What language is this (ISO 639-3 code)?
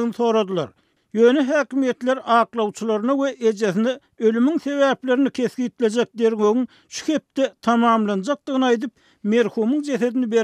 tuk